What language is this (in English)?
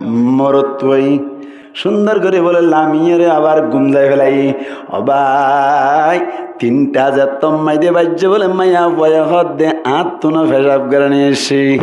Rohingya